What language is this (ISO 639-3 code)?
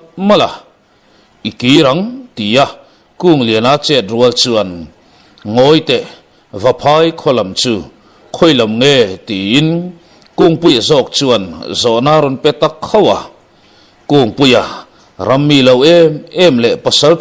lus